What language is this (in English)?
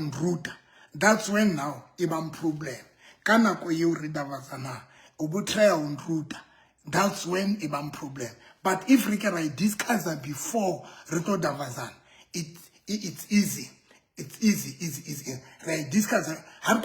Southern Sotho